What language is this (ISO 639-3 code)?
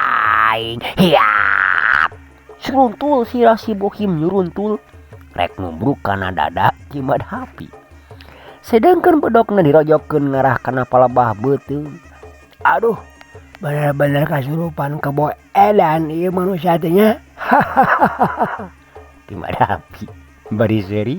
sun